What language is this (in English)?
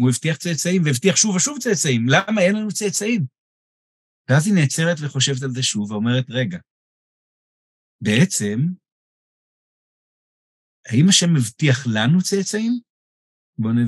Hebrew